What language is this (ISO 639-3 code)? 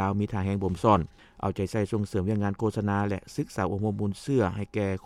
lao